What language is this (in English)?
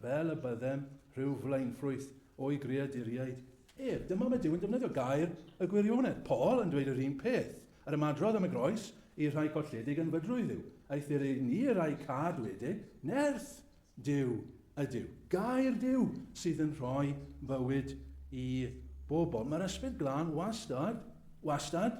Welsh